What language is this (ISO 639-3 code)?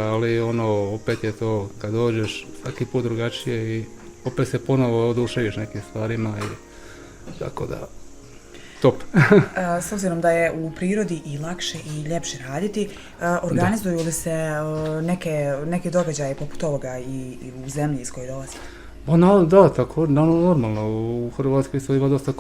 bos